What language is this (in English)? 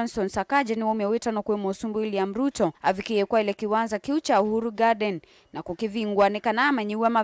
Kamba